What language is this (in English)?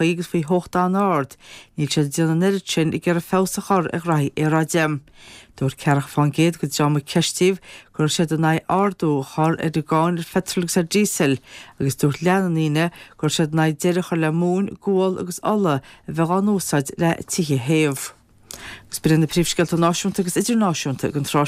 Irish